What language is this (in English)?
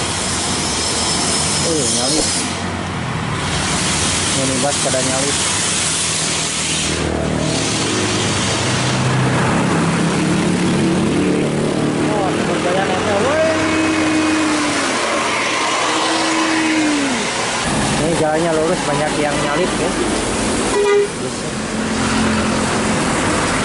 Indonesian